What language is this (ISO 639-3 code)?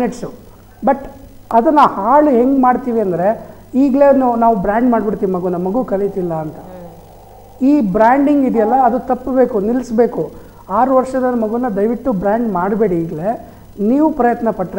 kan